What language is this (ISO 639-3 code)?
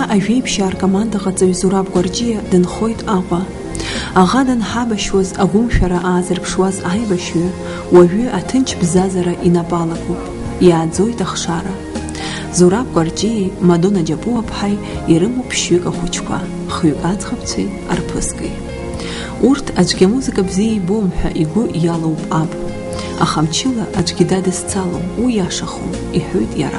abk